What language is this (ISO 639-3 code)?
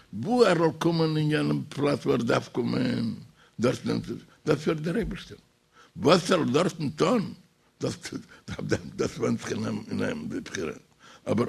yid